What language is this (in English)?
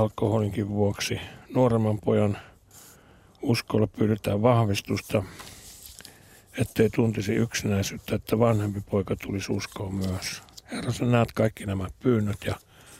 Finnish